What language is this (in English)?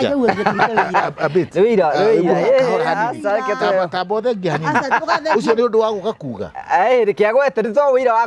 Kikuyu